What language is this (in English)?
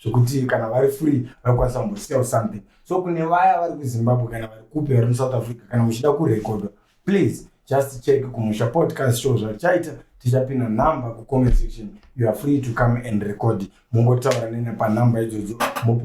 Shona